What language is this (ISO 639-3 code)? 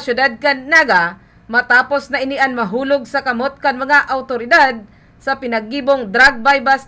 bik